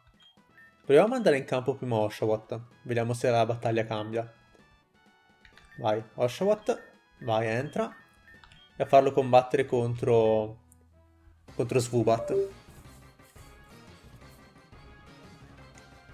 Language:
Italian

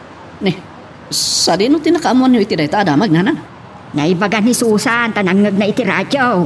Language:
Iloko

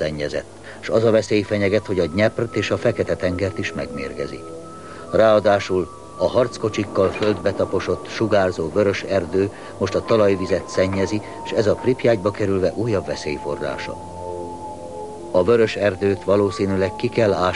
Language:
Hungarian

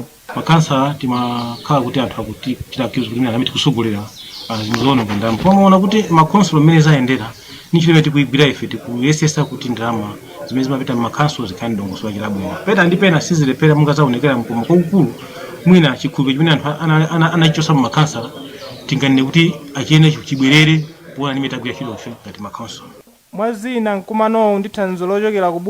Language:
Nyanja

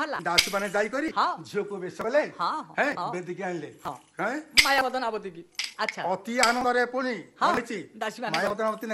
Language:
Odia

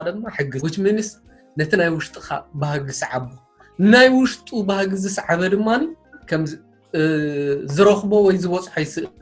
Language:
Tigrinya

